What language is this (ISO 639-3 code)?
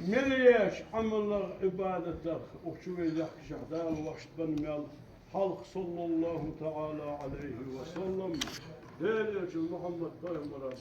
inh